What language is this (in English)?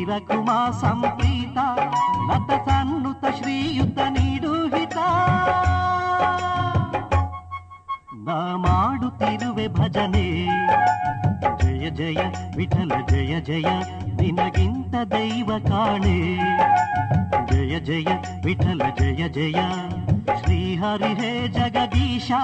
Kannada